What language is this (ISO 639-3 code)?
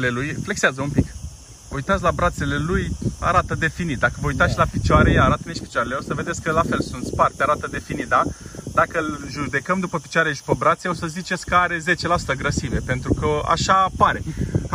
ron